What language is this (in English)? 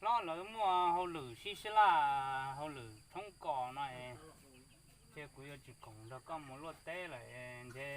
Hmong